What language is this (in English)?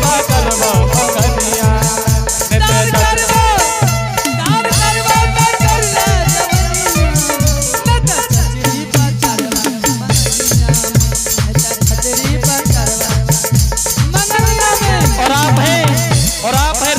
Angika